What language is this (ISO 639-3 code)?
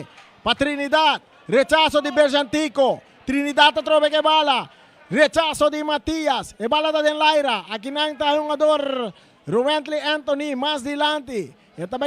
pap